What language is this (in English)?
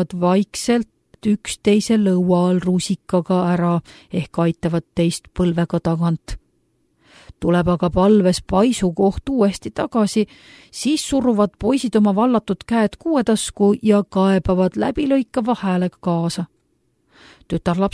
Estonian